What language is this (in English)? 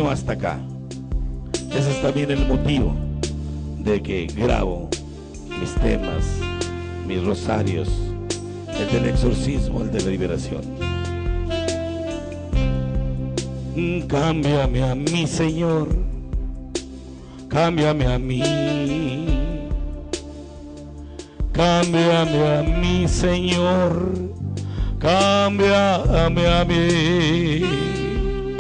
Spanish